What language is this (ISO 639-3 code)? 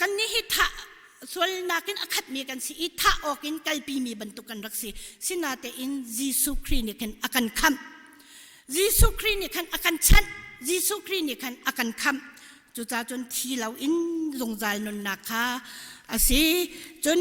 cnh